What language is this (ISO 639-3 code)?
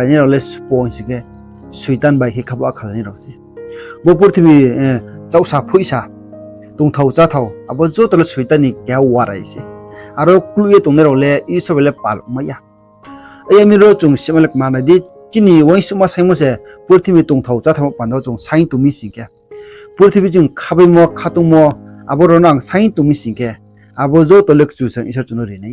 ria